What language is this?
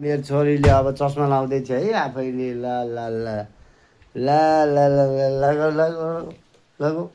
Nepali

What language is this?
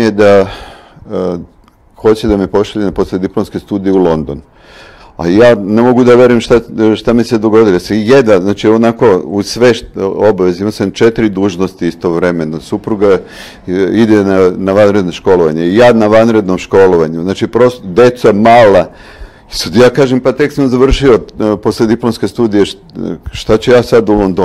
Serbian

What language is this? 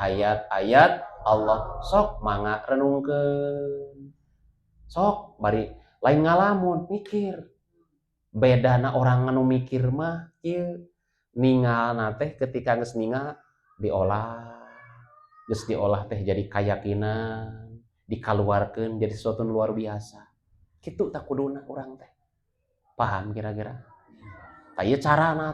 Sundanese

